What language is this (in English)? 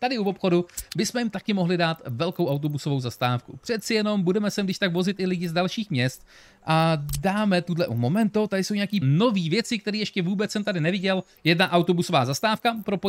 Czech